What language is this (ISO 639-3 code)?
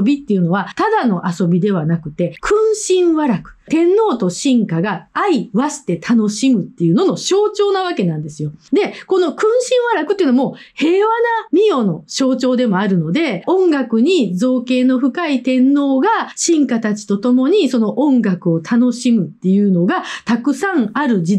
jpn